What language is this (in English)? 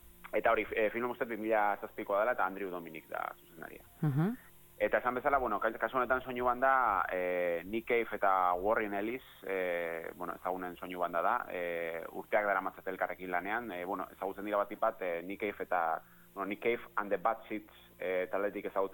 Basque